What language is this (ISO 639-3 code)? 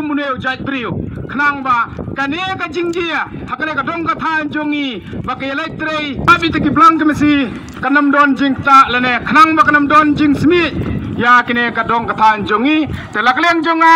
kha